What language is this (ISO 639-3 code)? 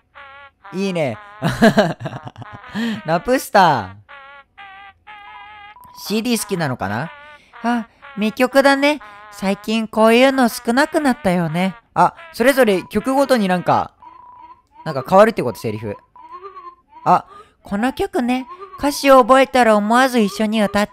jpn